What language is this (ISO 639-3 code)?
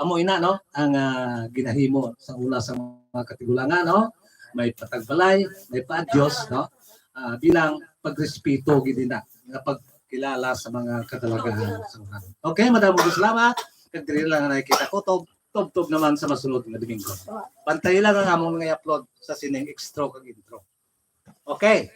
hil